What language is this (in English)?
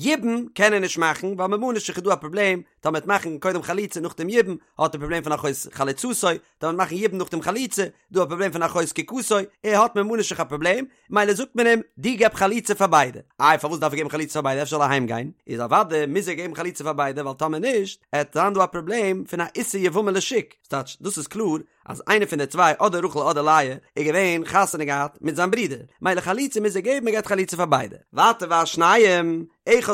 Yiddish